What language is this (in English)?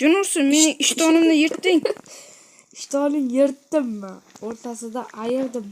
Uzbek